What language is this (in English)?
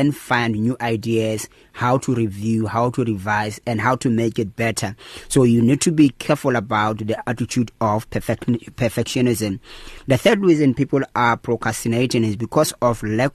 English